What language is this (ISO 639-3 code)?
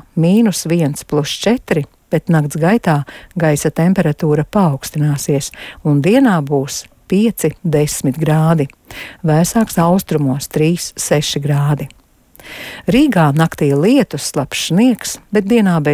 lav